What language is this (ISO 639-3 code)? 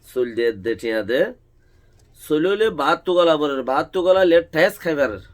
rhg